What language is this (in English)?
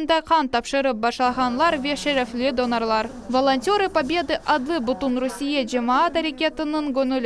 Crimean Tatar